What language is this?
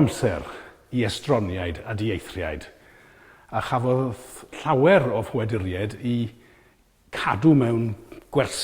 Welsh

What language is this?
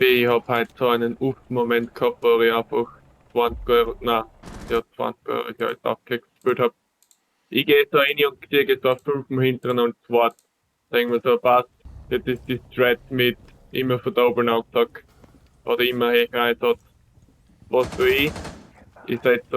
Bavarian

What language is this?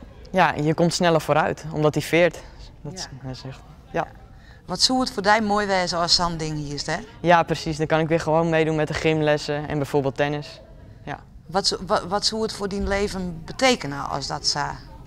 Western Frisian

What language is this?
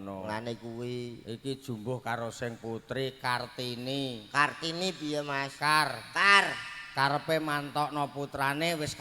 Javanese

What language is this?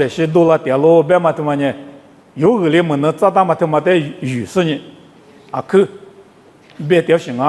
Lisu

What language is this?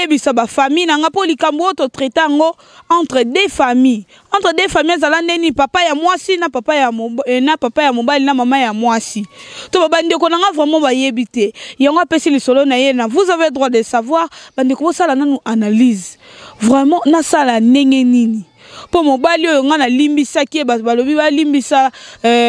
Lingala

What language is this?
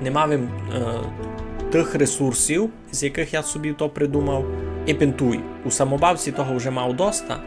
Rusyn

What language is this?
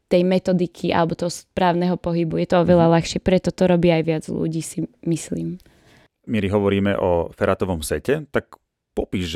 Slovak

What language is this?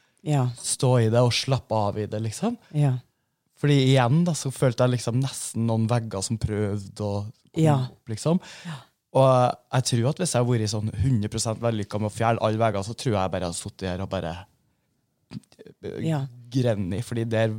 Norwegian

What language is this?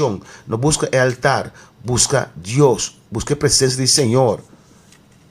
Papiamento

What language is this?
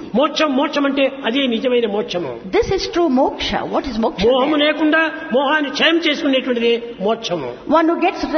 Telugu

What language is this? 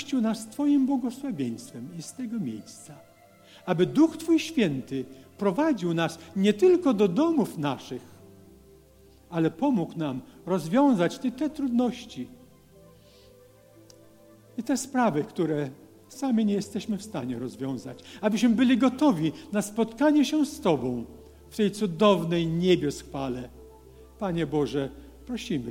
Polish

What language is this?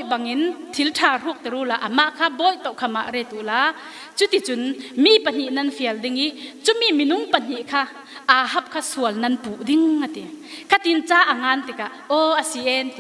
Falam Chin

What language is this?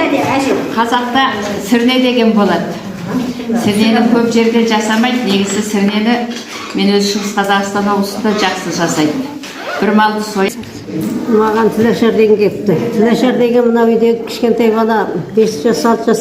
Kazakh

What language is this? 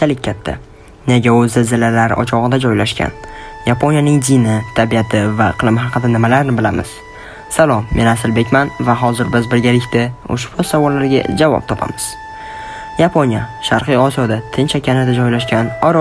Uzbek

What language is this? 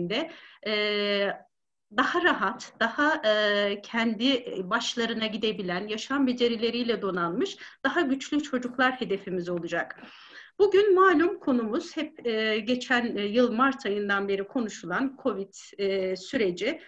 Turkish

